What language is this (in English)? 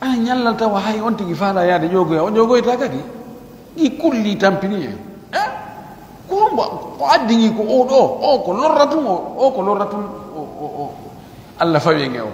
Pular